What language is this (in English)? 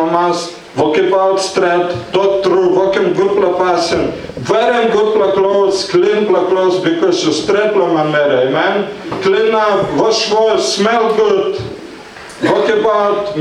Tok Pisin